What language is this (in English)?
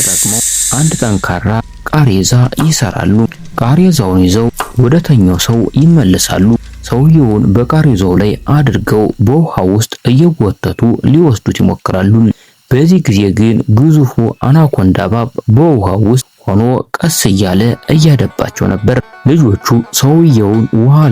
Amharic